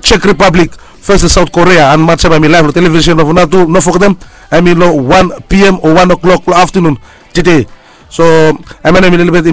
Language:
Bislama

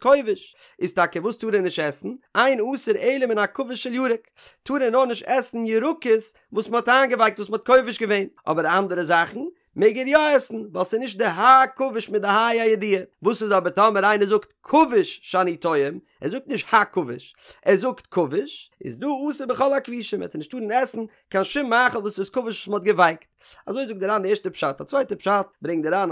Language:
Yiddish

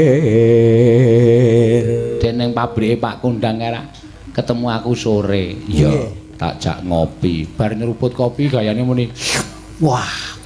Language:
Javanese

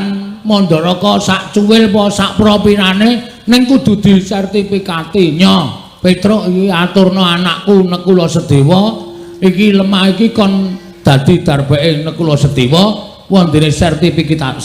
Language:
Javanese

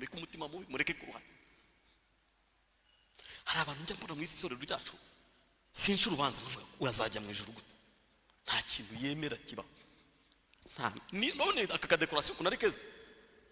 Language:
Kinyarwanda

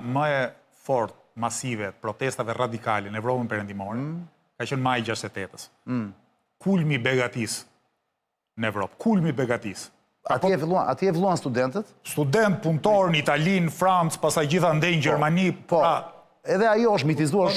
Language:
Albanian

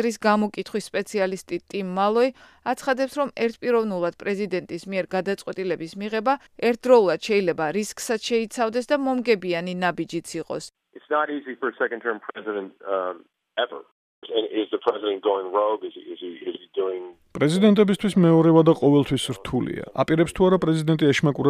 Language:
Georgian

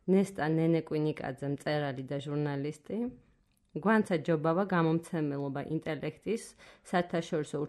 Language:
Georgian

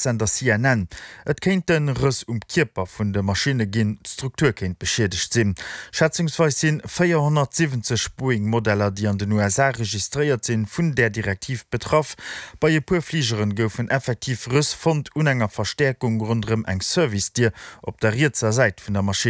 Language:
Luxembourgish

